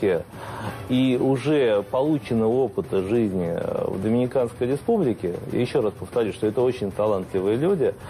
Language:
Russian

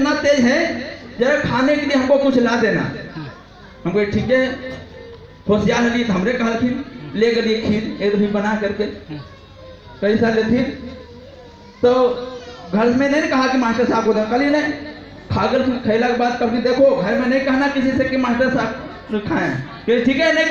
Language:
Magahi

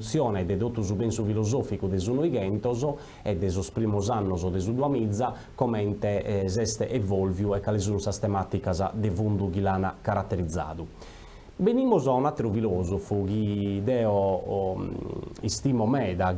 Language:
Sardinian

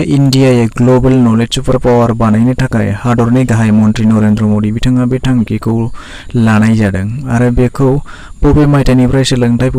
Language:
Bodo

